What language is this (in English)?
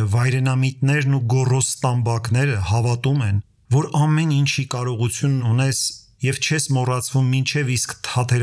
Armenian